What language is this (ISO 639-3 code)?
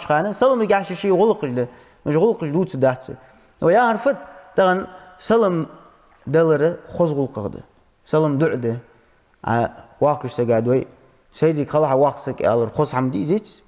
inh